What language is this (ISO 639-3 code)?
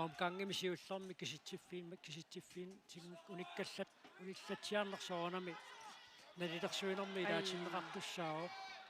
kal